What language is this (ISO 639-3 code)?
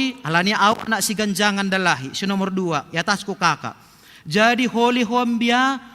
bts